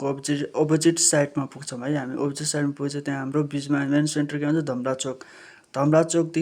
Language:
Nepali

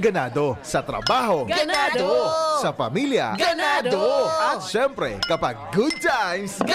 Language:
Bikol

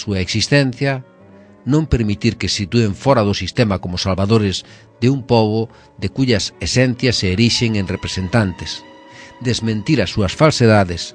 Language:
Galician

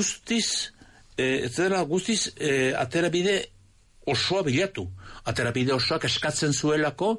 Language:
Basque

